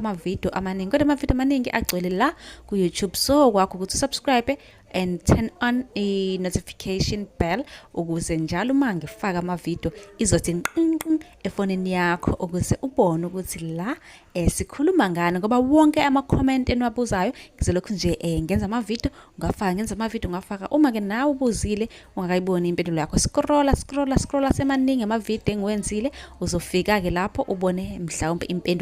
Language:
Zulu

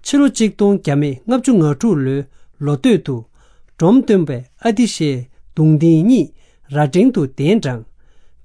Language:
Tibetan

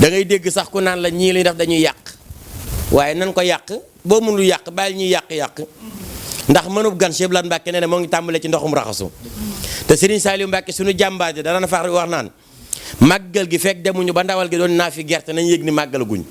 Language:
Wolof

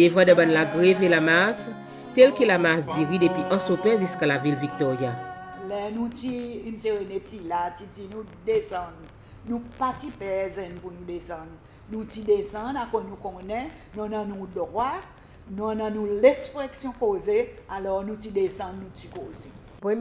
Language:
Seselwa Creole French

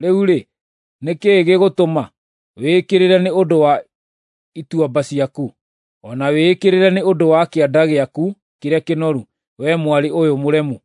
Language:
Kikuyu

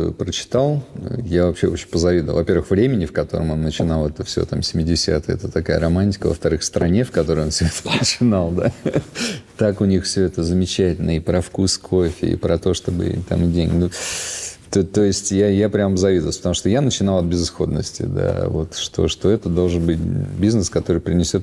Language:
Russian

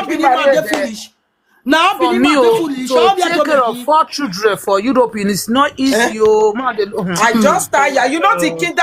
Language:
Nigerian Pidgin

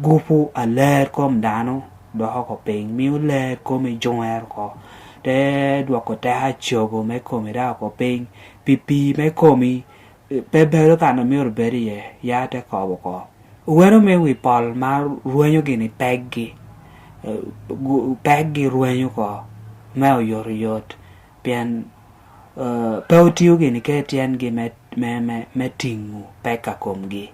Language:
Lango (Uganda)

